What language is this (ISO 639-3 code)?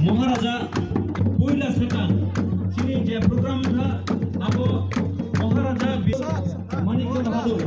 trp